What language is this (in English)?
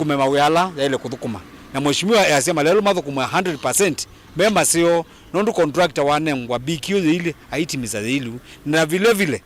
Kamba